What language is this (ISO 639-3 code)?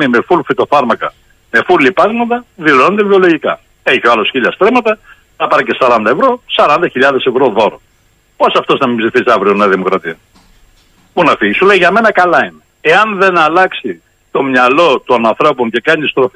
ell